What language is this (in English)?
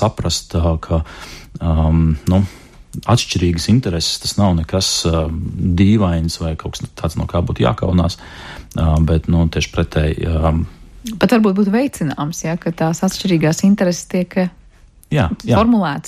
Latvian